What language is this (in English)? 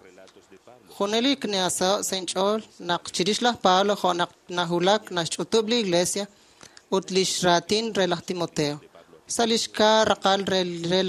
Kekchí